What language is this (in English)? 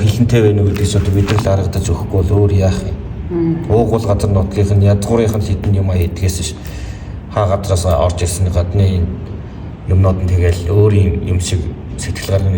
Mongolian